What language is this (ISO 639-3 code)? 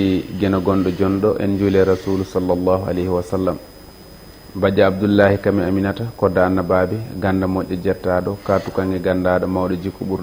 ful